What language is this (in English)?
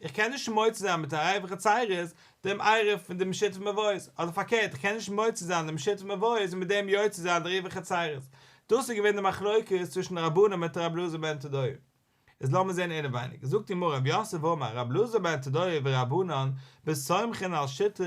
Yiddish